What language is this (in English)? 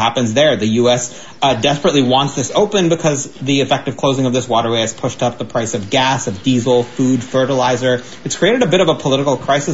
English